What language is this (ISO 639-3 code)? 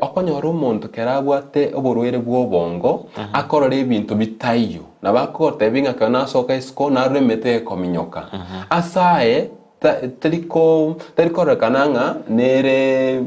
guz